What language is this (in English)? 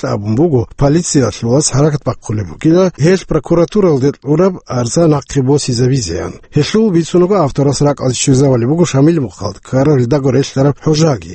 Avaric